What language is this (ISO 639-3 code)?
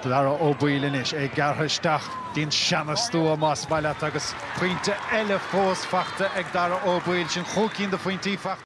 gle